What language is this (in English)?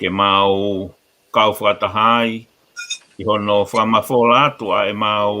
Tongan